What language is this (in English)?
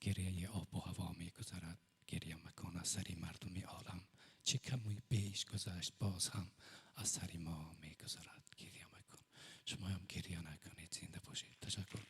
Tajik